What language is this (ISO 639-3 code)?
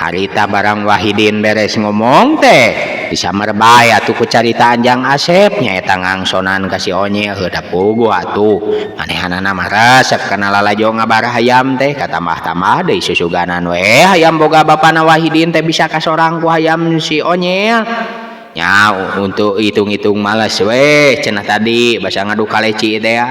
sun